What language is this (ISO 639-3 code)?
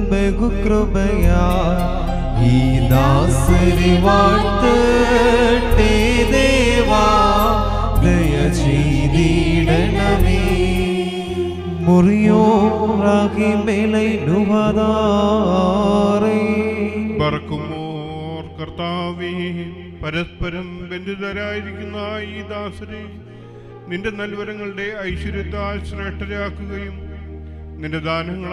mal